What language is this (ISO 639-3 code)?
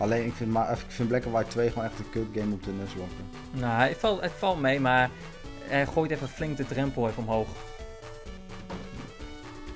nld